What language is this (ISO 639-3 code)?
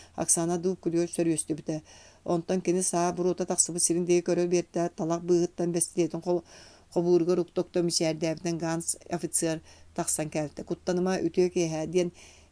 sah